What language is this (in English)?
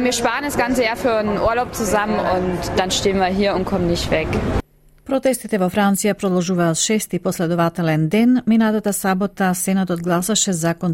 Macedonian